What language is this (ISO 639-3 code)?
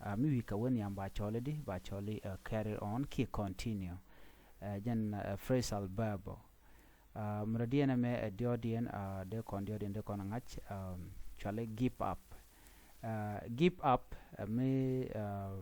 nus